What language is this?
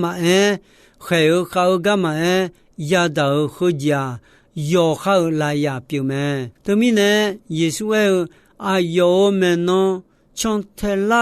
Akha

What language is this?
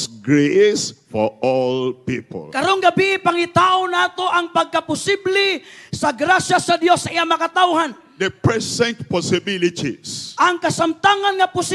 Cebuano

